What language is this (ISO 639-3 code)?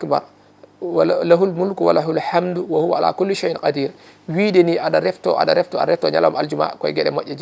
ful